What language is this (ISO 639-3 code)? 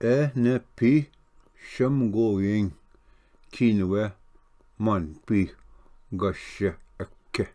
oji